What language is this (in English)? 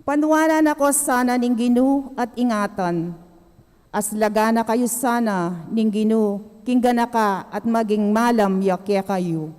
Pampanga